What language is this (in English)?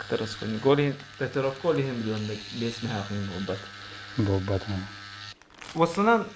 Yakut